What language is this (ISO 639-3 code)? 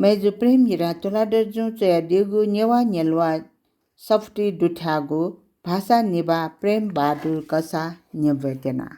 new